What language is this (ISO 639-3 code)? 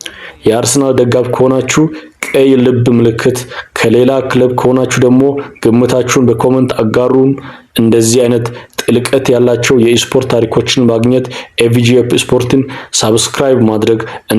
amh